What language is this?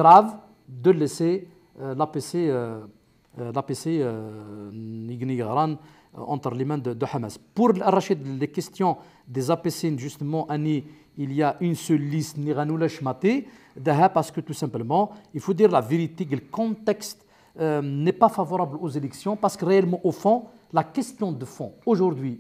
Kabyle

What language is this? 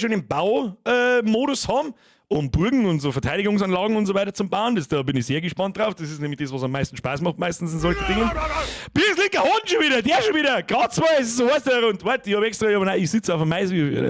Bavarian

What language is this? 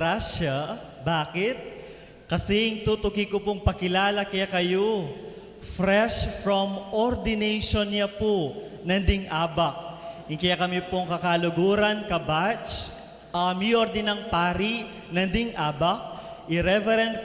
Pampanga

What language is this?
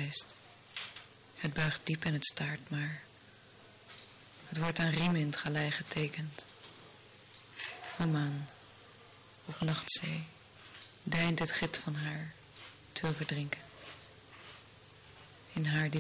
Dutch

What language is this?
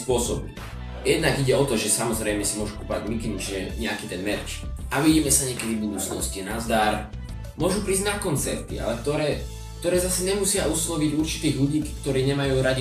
Slovak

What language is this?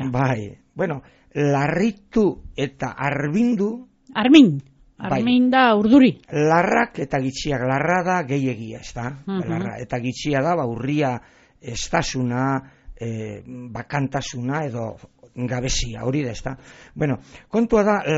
Basque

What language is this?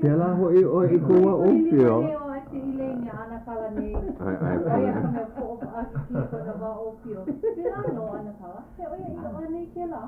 Hawaiian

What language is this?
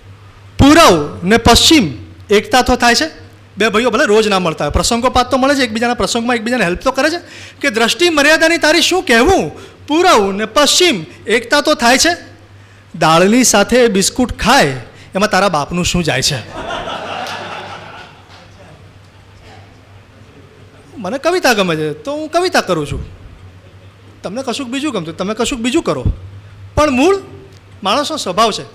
Gujarati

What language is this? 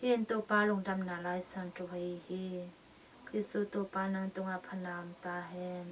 Tedim Chin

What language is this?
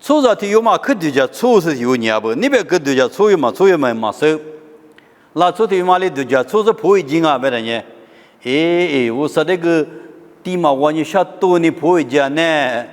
Lisu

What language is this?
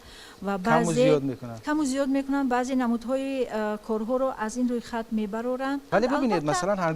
Tajik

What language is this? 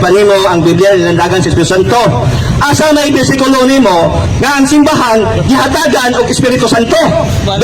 Cebuano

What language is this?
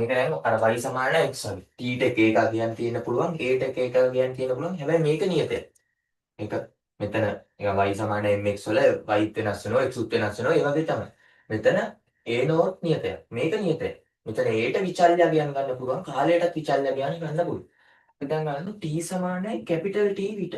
Sinhala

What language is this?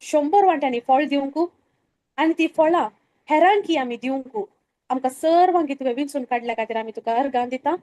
Konkani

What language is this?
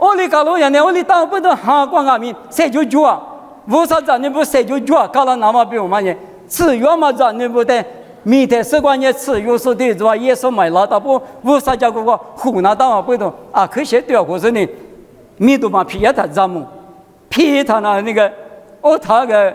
Lisu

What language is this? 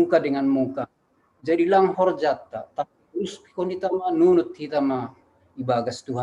Batak Simalungun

